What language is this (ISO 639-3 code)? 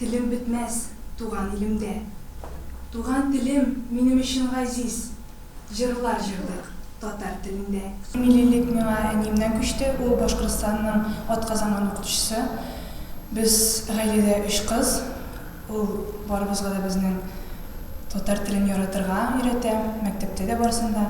tat